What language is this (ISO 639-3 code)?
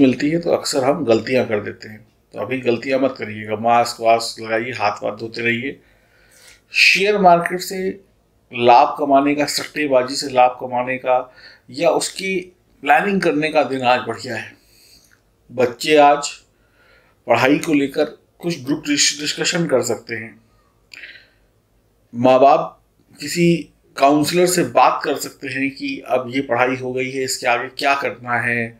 hin